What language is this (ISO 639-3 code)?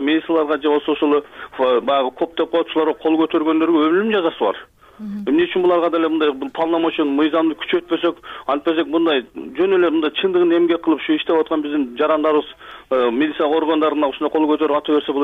kir